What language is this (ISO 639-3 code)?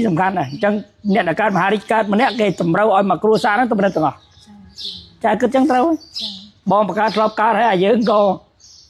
khm